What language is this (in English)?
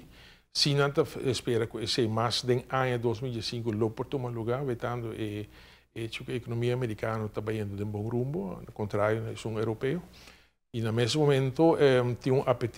Papiamento